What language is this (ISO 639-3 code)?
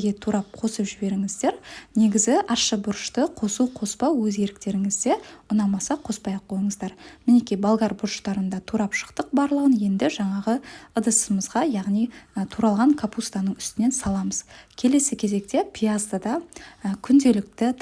kaz